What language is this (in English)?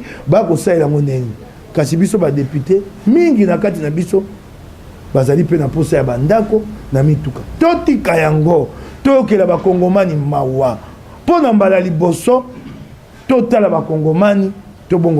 Lingala